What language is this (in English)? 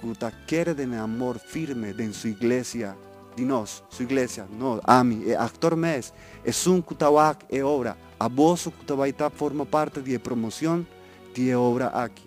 Papiamento